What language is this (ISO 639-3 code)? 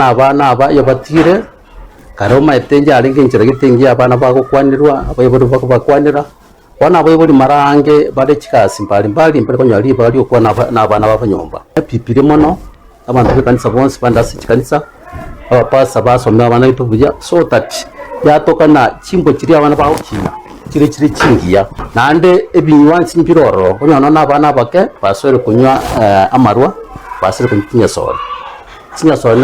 guz